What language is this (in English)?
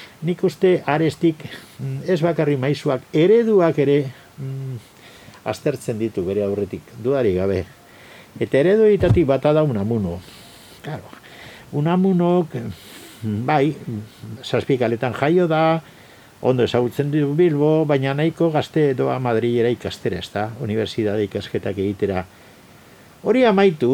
Basque